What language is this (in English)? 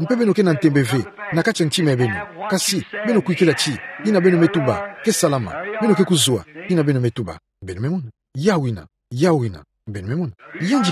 Kituba (Democratic Republic of Congo)